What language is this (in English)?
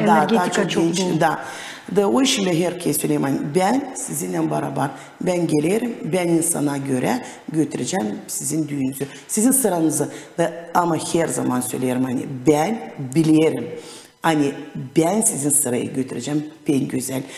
Gagauz